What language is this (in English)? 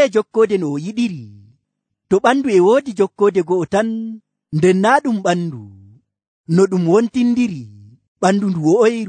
Nigerian Fulfulde